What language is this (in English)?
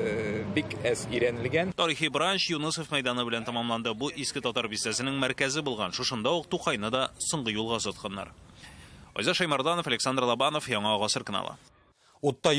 Tatar